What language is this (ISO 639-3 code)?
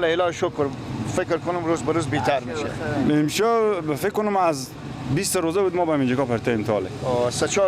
fas